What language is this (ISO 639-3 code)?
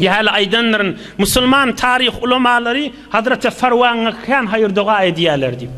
tuk